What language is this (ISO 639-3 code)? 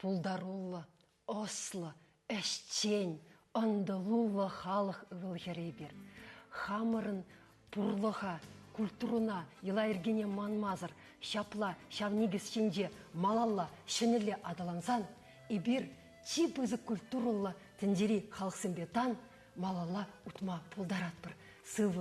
chv